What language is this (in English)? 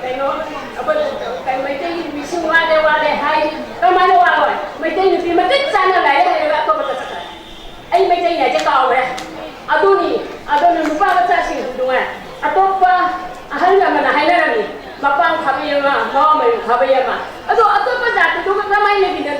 Manipuri